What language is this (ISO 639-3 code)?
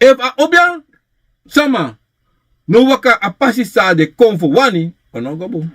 srn